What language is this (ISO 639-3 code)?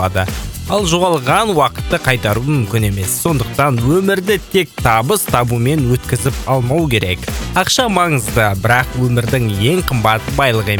kaz